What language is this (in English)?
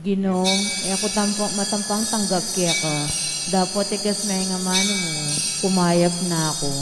Pampanga